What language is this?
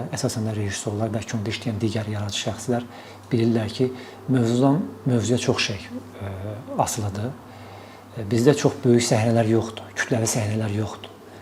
Azerbaijani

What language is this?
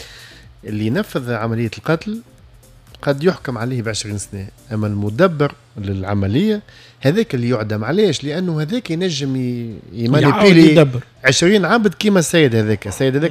Tunisian Arabic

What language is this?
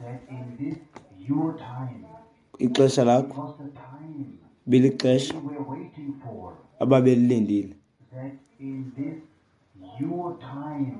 Xhosa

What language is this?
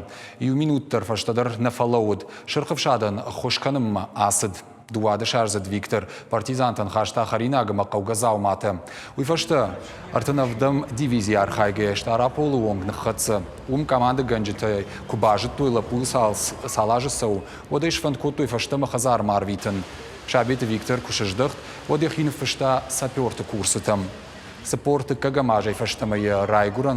Ossetic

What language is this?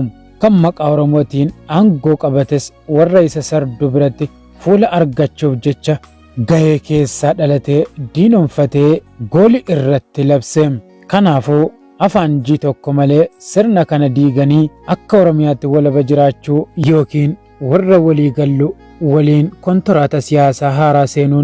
Oromo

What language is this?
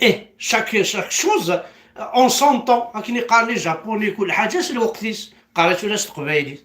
Kabyle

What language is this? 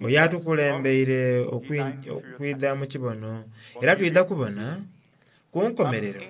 Soga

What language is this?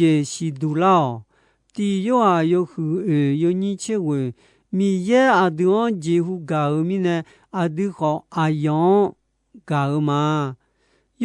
Akha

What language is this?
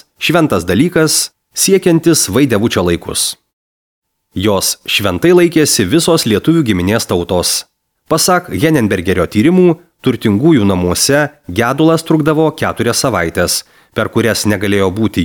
Lithuanian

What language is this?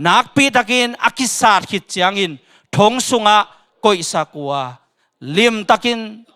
Tedim Chin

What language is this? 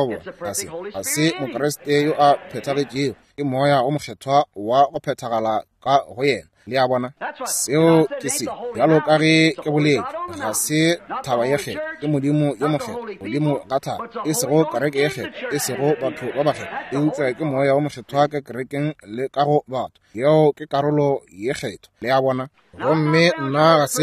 Northern Sotho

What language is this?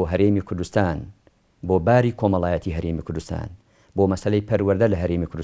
Central Kurdish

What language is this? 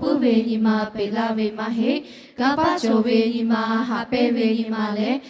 Lahu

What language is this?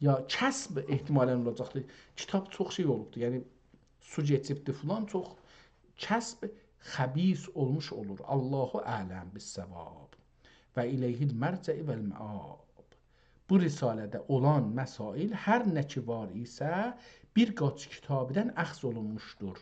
South Azerbaijani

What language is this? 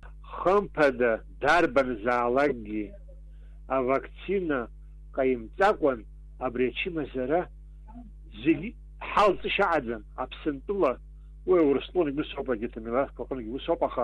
Abkhazian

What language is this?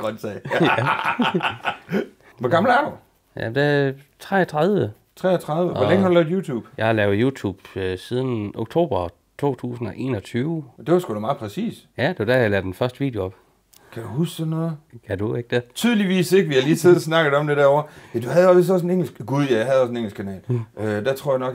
Danish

